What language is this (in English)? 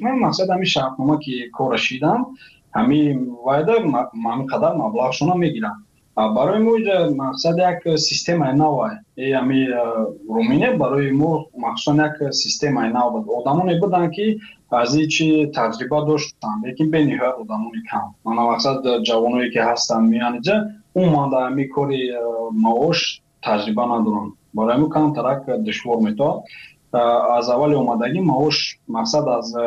Tajik